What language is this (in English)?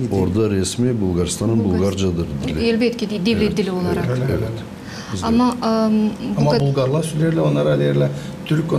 Gagauz